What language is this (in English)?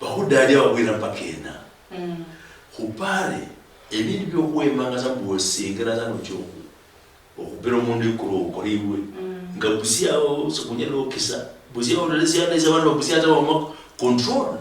Luyia